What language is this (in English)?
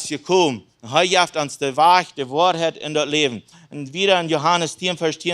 Plautdietsch